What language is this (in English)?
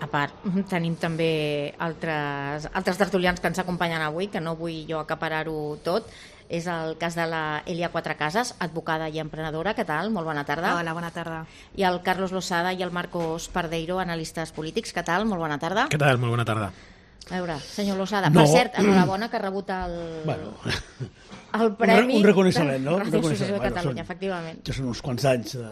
Catalan